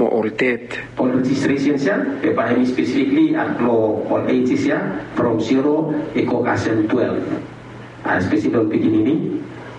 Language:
Bislama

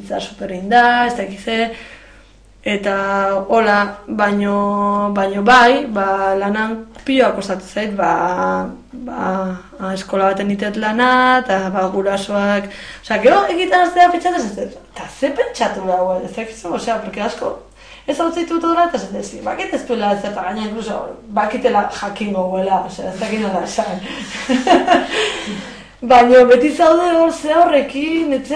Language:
Basque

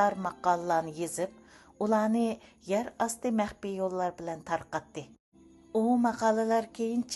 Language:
Uyghur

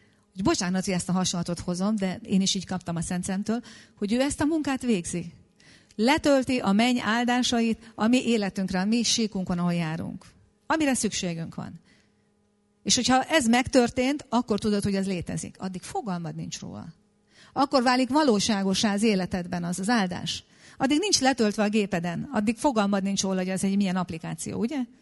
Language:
Hungarian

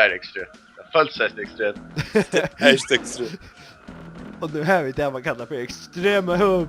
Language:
Faroese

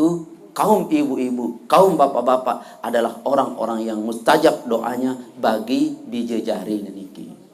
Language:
Sasak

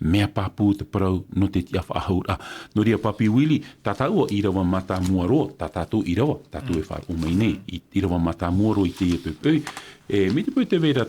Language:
Tahitian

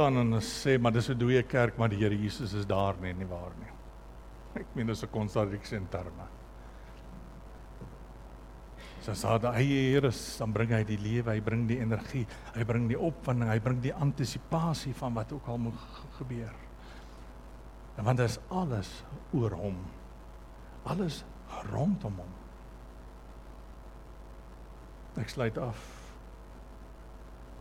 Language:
Afrikaans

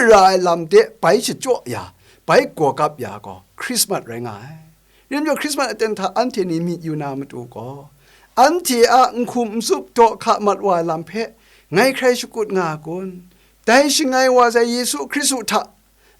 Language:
Kachin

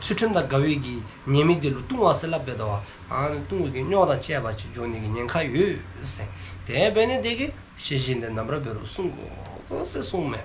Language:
Dzongkha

